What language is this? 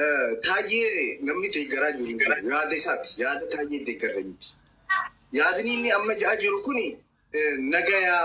Oromo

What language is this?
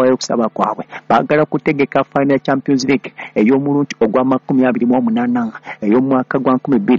Ganda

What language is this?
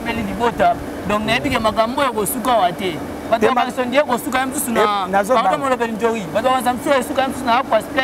Lingala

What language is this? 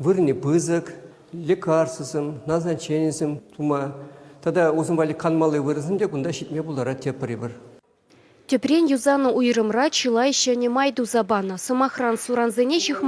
Chuvash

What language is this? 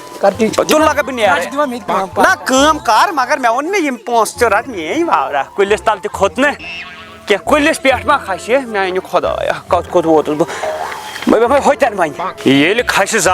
Kashmiri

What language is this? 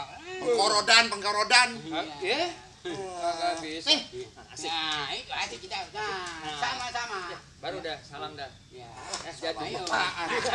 Betawi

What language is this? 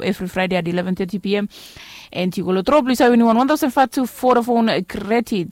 Bislama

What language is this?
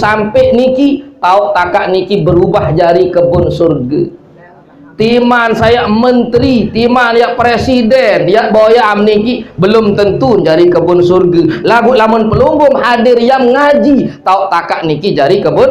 Sasak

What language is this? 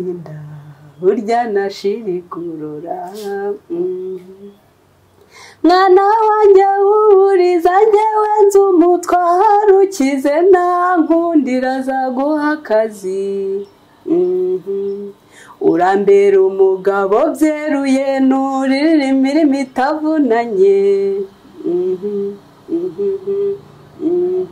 Kinyarwanda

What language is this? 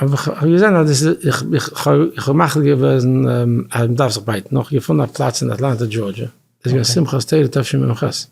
Yiddish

